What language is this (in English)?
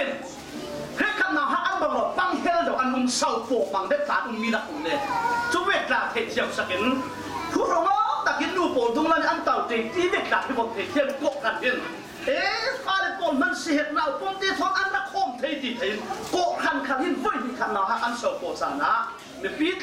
Falam Chin